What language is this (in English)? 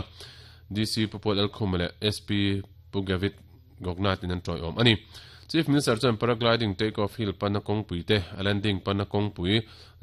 Mizo